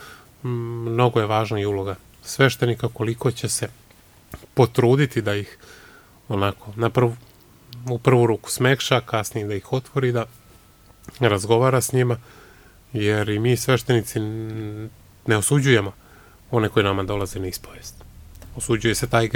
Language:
Serbian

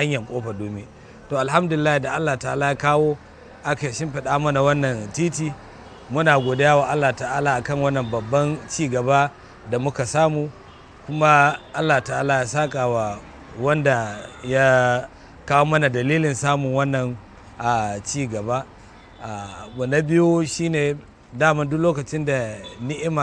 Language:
Hausa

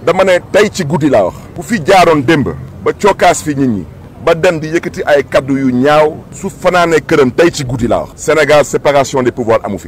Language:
Wolof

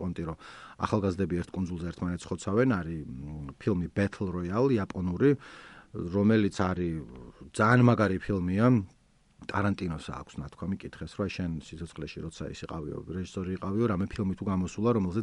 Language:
Georgian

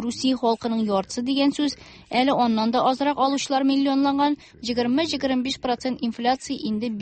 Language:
Tatar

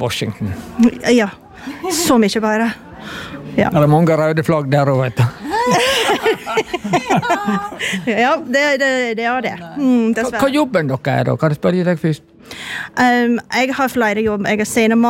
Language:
Norwegian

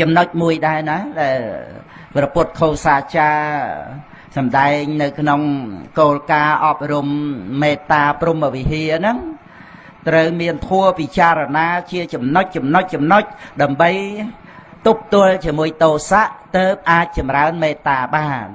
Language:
Khmer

